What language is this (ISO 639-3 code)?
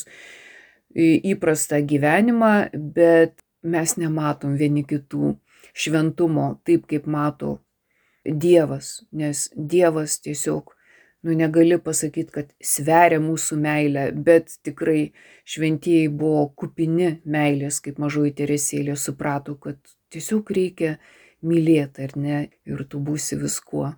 lit